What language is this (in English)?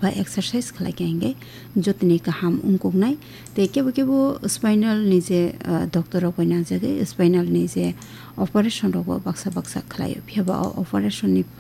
Kok Borok